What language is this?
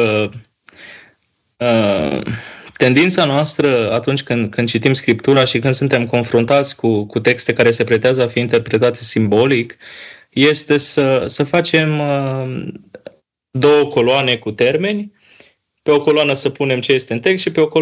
Romanian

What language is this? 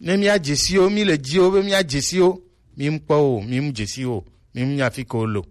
Gen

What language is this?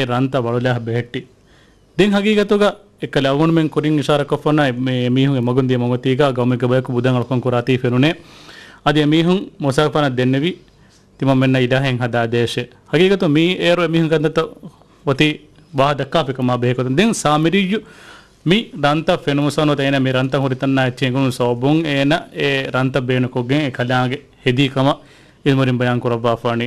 Divehi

